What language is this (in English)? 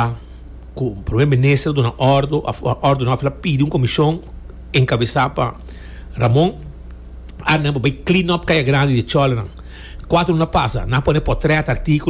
Papiamento